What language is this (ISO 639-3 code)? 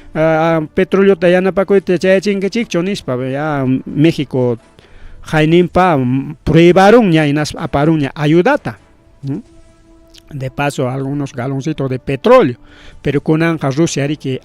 quy